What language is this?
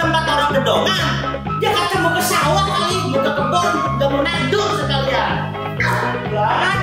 Betawi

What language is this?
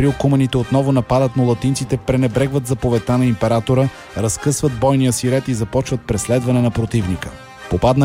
Bulgarian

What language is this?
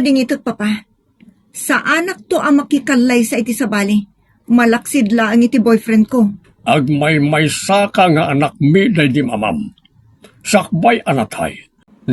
Iloko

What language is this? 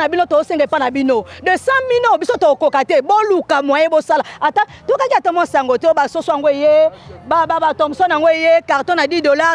Lingala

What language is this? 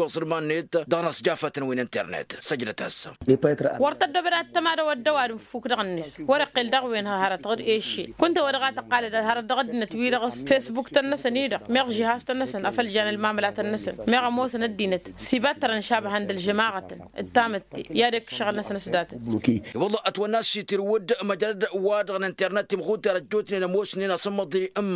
Tamasheq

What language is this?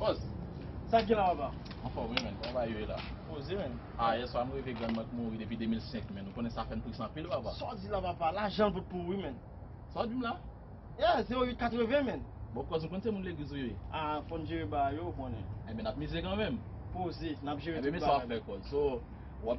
Haitian Creole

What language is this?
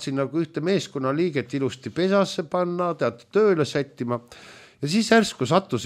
Estonian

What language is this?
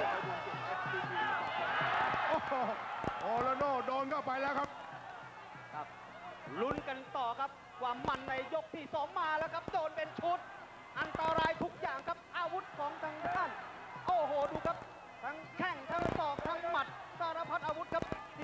Thai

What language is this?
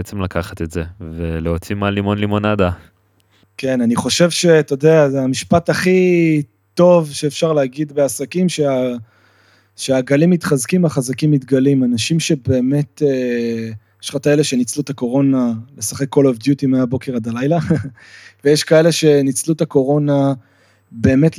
Hebrew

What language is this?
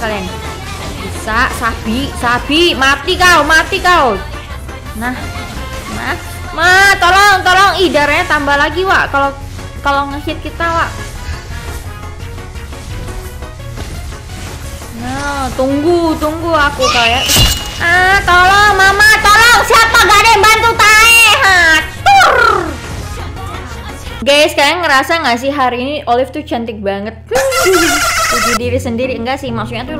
Indonesian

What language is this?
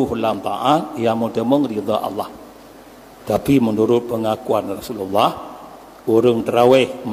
Achinese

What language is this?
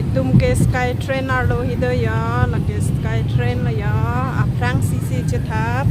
Karbi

